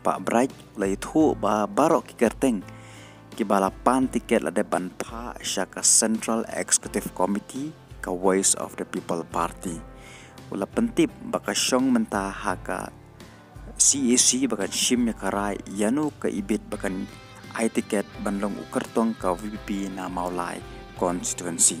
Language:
Khasi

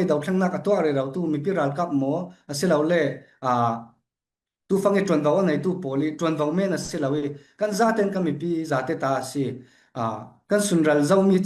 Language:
Falam Chin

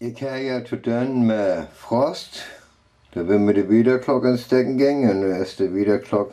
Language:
Northern Frisian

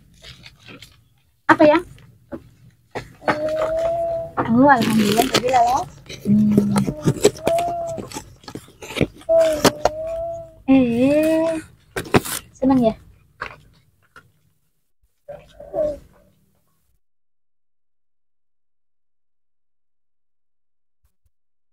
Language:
Indonesian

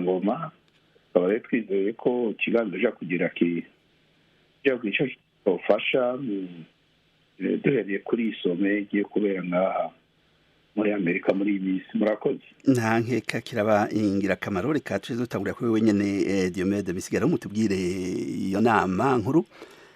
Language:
Rundi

